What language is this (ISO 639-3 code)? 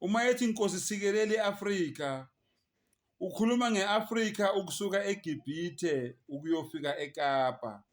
zul